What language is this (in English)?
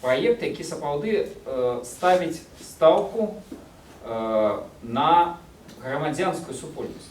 Belarusian